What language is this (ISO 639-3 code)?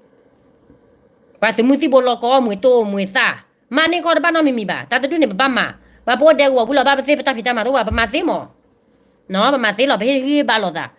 ksw